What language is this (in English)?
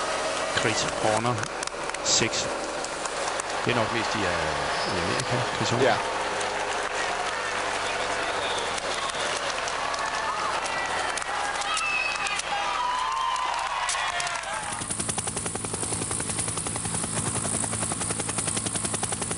Danish